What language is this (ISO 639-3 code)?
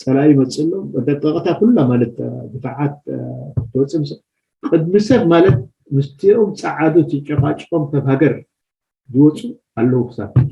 tir